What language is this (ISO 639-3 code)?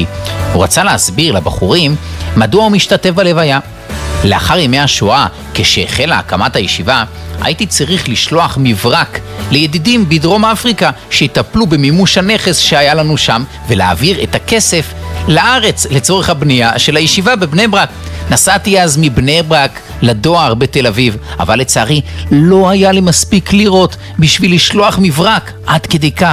heb